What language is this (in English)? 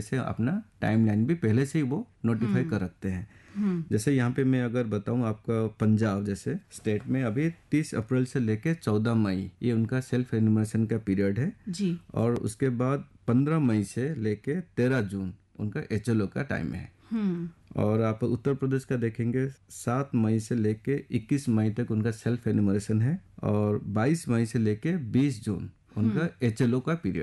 Hindi